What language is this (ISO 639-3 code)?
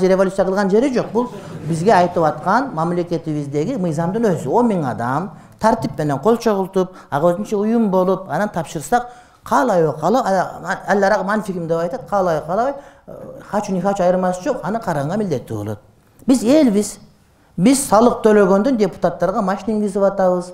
kir